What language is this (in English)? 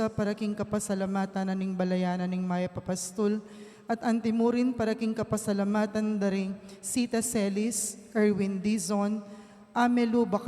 Pampanga